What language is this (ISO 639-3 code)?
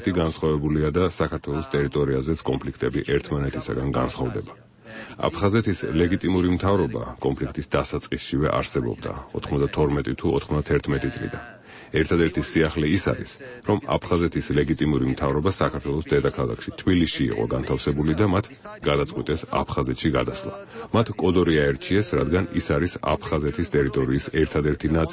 kat